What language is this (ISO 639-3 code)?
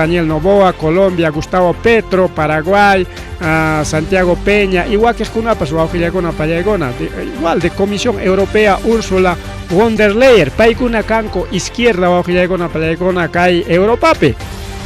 quy